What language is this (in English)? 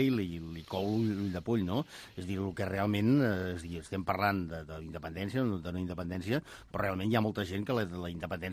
Catalan